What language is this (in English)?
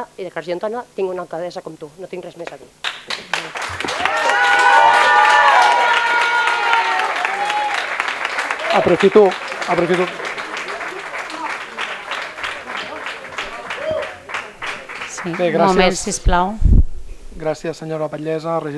Catalan